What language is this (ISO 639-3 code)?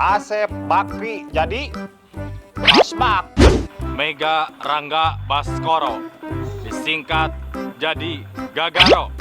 sun